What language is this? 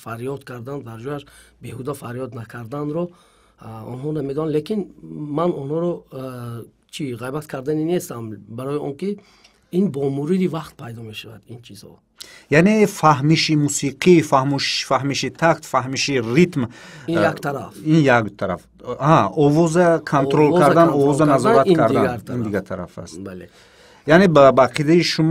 Tajik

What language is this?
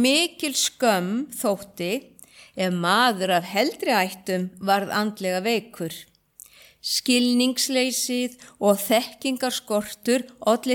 Icelandic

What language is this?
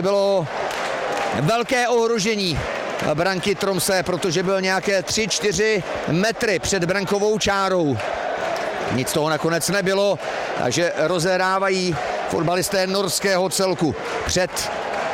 Czech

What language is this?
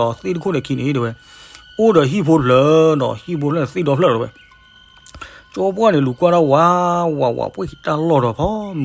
S'gaw Karen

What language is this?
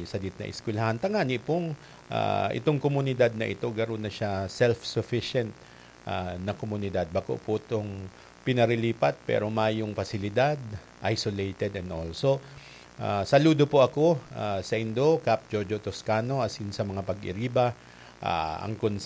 Bikol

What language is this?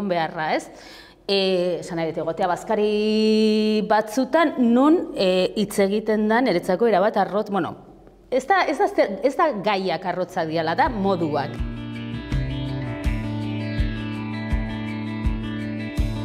Basque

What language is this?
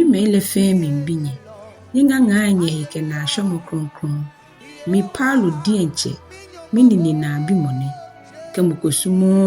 Ga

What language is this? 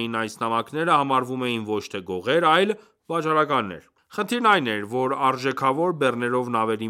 Armenian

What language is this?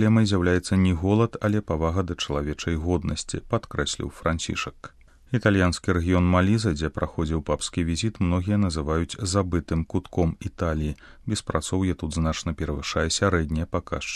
Belarusian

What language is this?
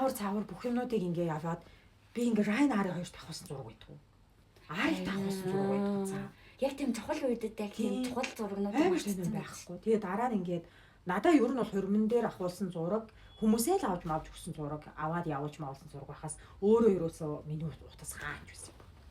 Mongolian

